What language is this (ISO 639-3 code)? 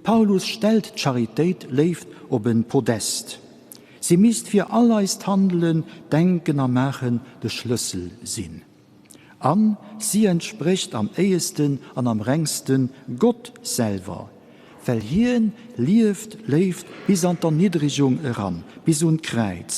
ltz